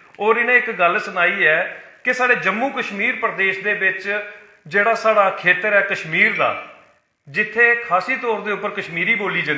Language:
Dogri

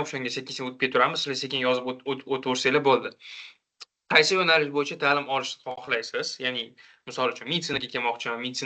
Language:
Uzbek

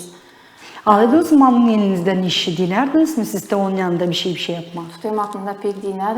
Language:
Gagauz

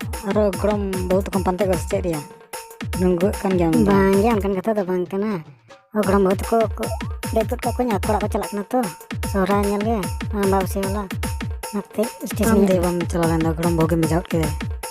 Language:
Santali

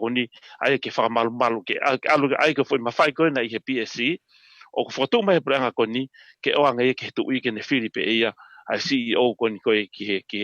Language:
Tongan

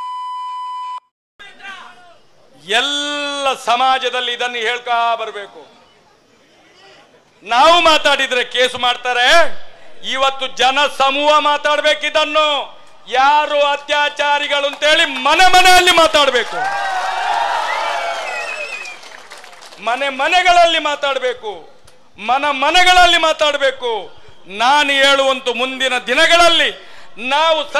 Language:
Kannada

